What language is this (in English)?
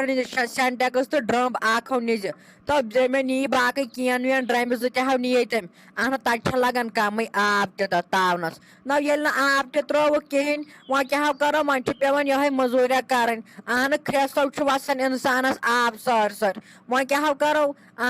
Kashmiri